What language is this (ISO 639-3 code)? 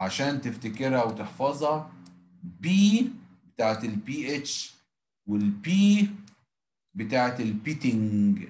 arz